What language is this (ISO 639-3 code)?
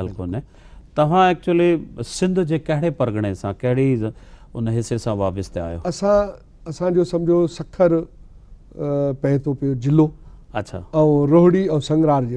snd